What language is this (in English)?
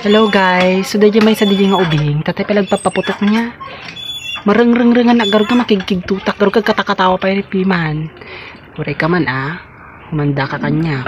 Iloko